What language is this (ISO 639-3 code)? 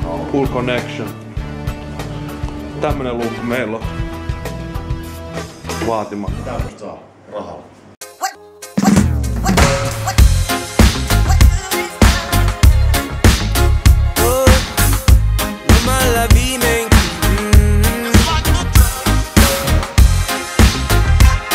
fin